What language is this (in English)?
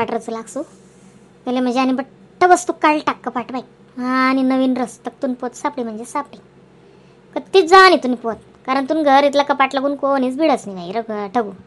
Khandesi